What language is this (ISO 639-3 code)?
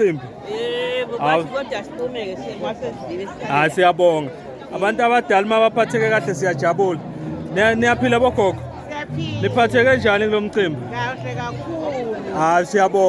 zul